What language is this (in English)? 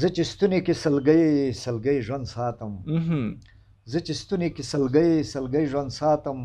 Pashto